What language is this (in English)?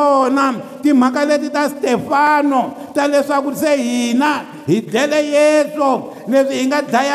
Tsonga